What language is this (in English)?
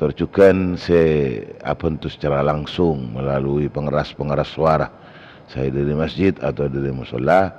Madurese